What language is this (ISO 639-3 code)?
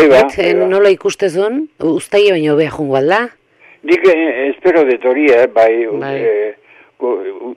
eus